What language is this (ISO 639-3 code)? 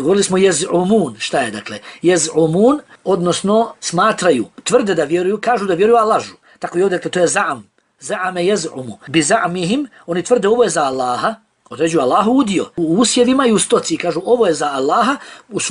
bos